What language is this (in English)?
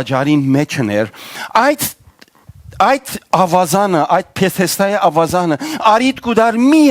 Western Armenian